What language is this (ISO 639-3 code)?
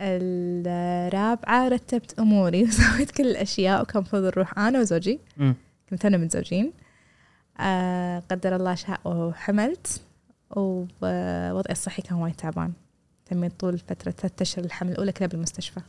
afb